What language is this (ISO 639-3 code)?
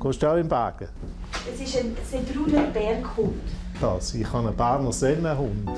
roh